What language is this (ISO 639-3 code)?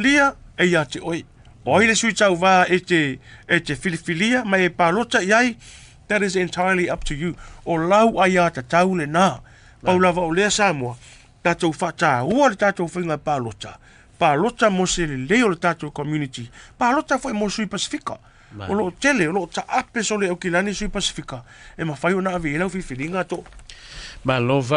smo